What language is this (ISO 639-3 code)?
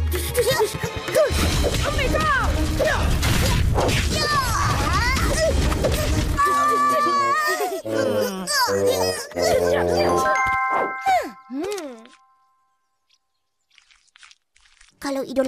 msa